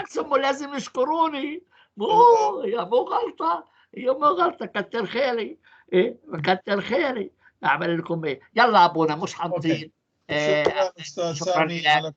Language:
North Levantine Arabic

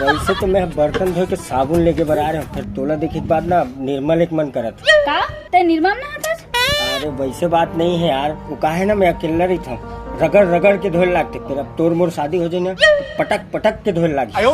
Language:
Chhattisgarhi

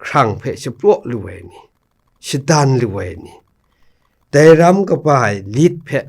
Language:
Kachin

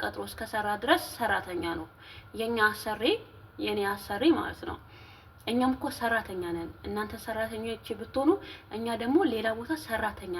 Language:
Amharic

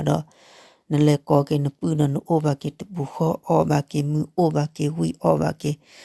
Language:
S'gaw Karen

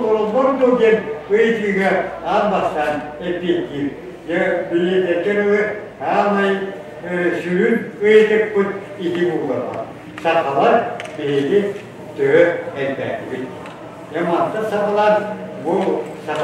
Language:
Yakut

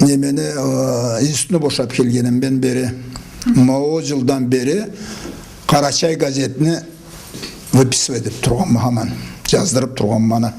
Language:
Karachay-Balkar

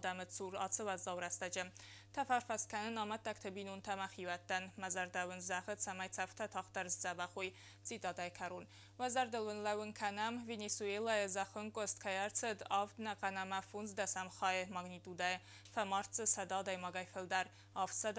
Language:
Ossetic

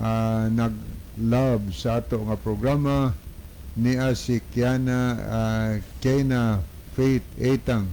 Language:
Cebuano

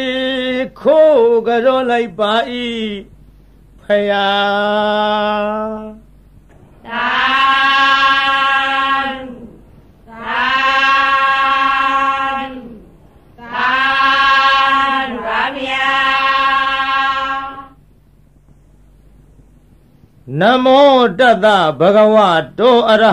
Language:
Burmese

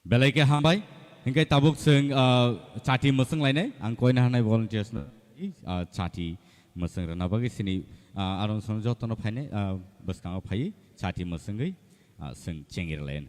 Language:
Kok Borok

